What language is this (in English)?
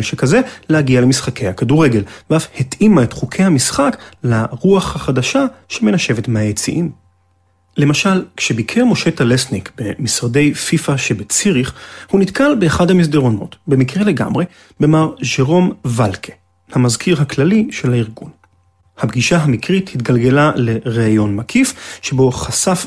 Hebrew